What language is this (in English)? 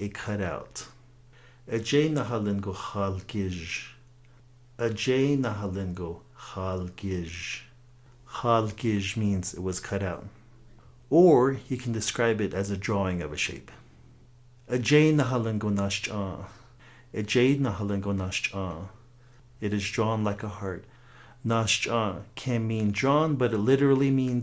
Navajo